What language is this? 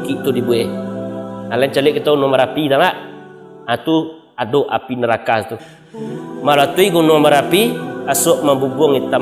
Minangkabau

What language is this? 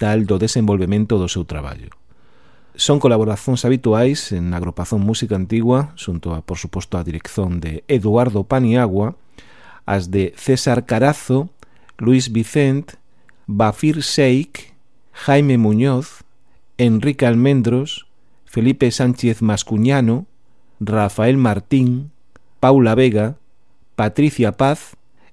Galician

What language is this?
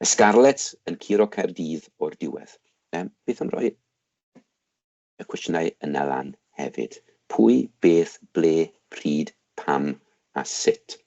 Welsh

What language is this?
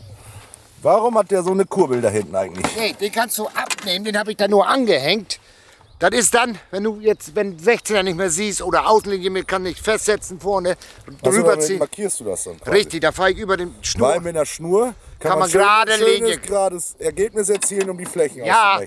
German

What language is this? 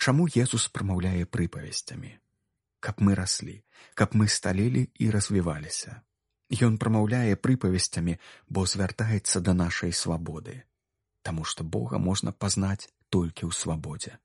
Belarusian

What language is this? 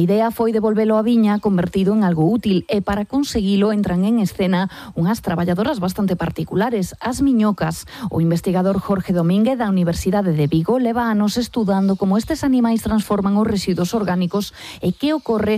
Galician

